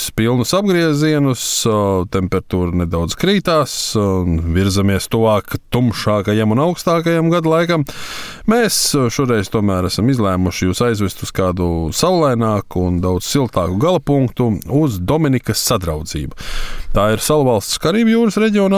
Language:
Latvian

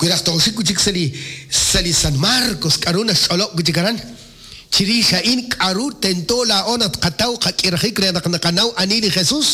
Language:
Kekchí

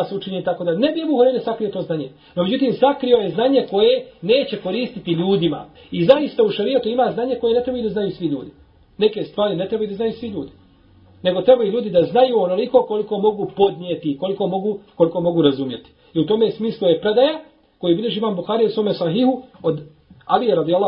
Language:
Bosnian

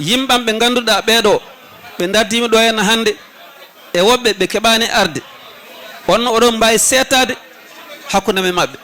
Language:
Fula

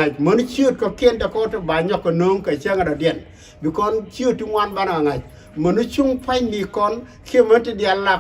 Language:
Nuer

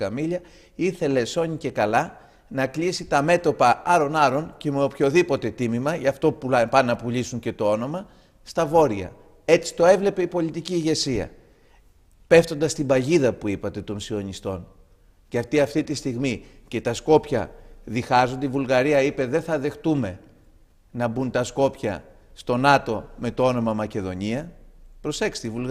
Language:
Greek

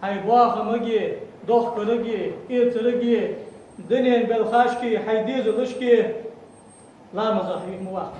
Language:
Ingush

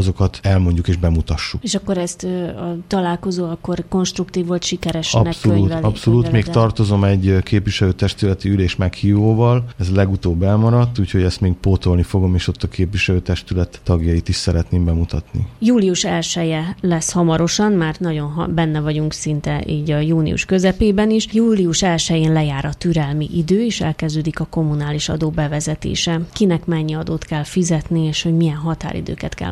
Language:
Hungarian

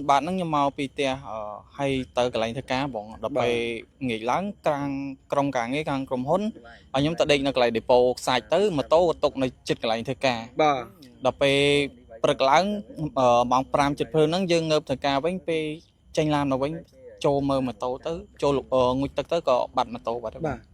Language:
Khmer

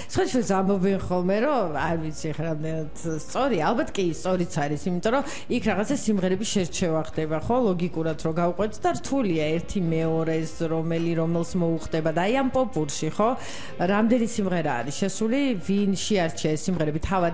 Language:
Georgian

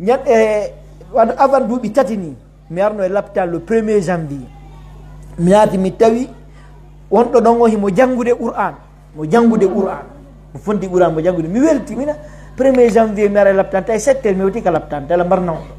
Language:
Pular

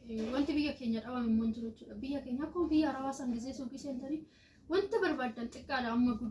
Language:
Oromo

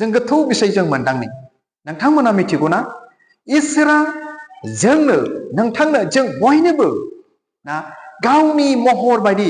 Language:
Bodo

